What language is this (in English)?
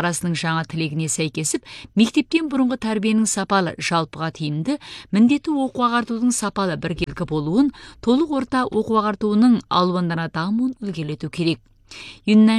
Kazakh